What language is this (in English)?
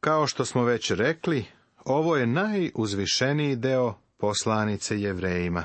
Serbian